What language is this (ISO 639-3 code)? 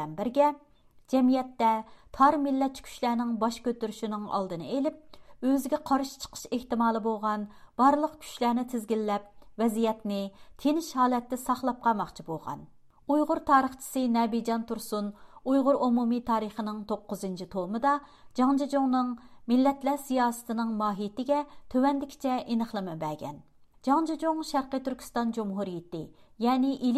uig